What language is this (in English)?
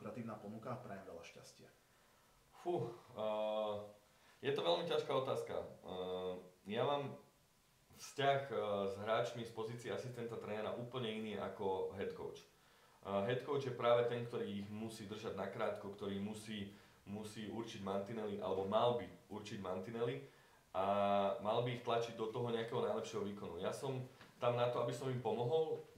Slovak